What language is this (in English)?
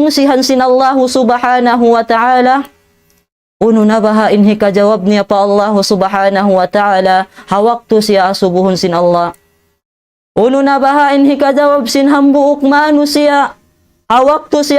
Tausug